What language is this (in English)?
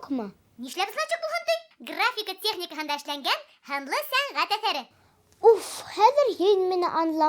Bashkir